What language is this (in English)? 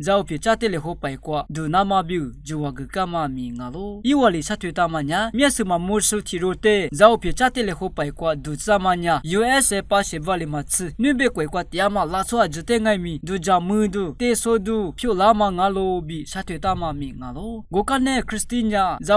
Lisu